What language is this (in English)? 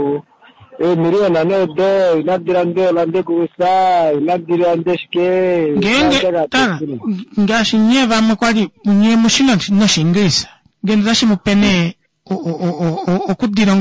Kuanyama